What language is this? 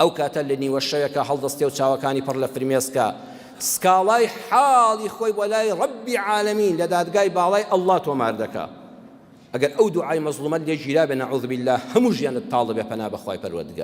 Central Kurdish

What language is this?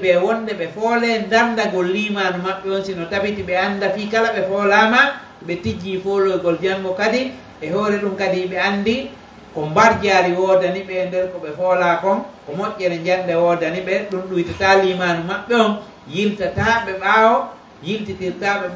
Pular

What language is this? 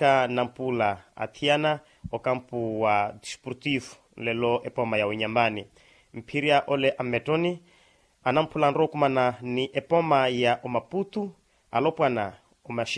Makhuwa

